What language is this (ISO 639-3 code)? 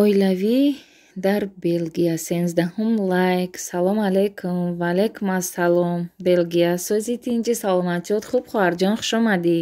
tgk